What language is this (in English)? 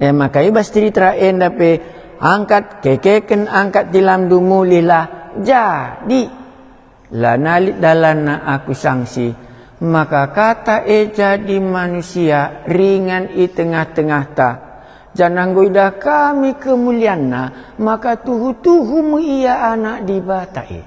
Batak Karo